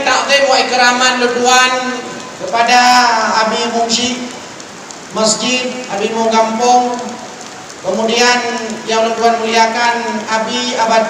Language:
Achinese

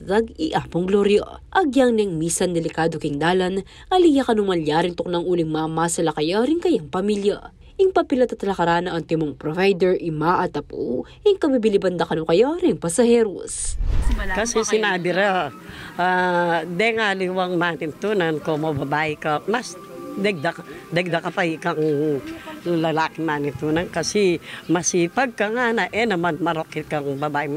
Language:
Pampanga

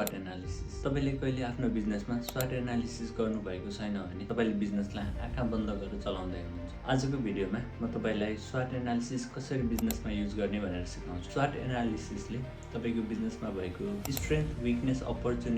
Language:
Nepali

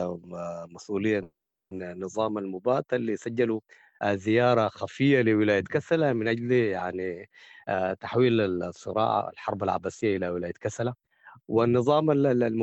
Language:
Sudanese Arabic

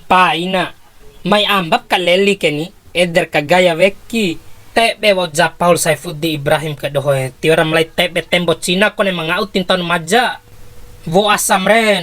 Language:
Bima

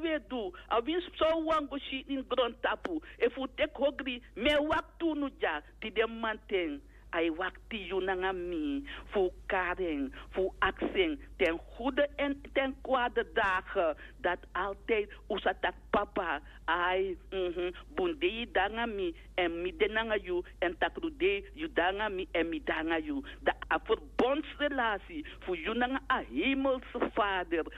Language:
Sranan Tongo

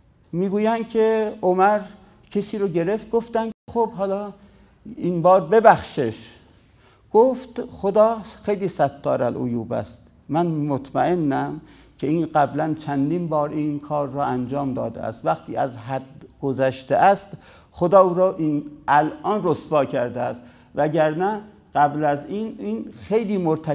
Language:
Persian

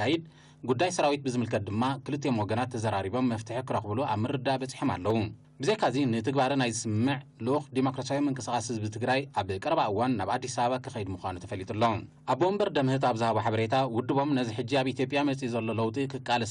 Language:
Tigrinya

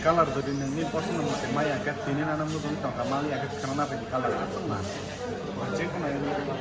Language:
Kok Borok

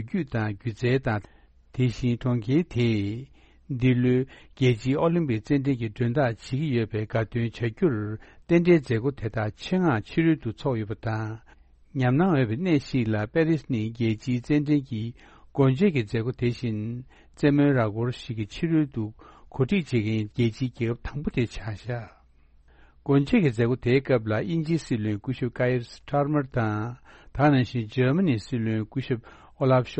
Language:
Tibetan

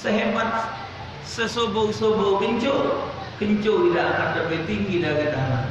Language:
Musi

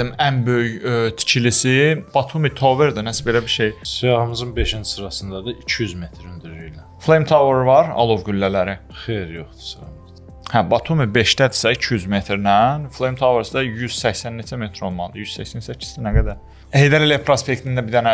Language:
Azerbaijani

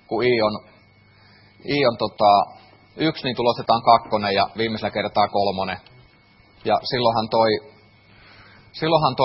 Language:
Finnish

